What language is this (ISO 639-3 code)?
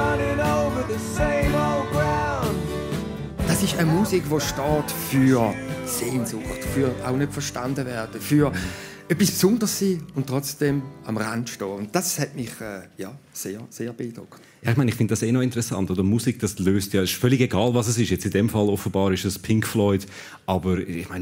gsw